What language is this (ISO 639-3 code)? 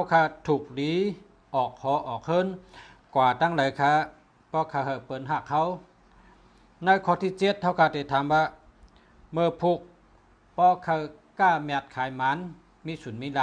shn